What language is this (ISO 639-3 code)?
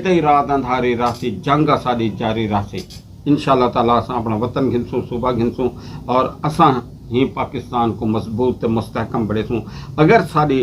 skr